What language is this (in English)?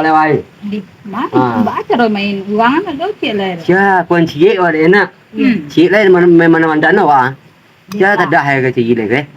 Minangkabau